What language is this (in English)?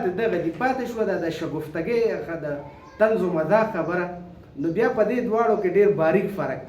Pashto